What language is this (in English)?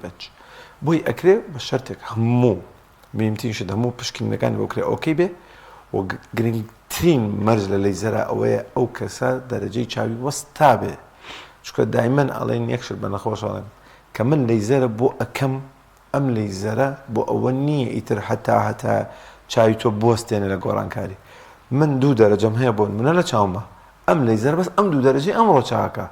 Central Kurdish